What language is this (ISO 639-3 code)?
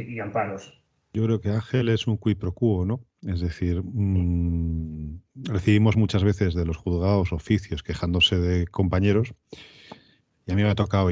spa